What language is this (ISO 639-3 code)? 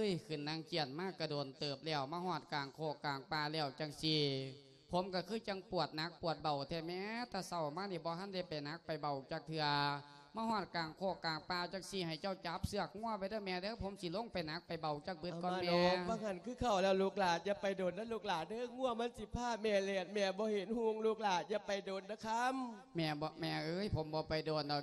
lao